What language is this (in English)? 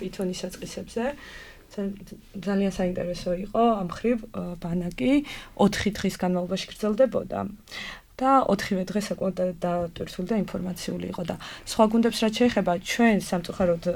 Georgian